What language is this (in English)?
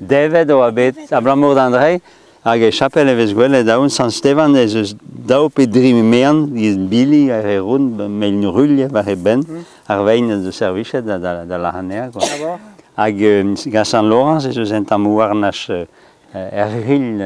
Breton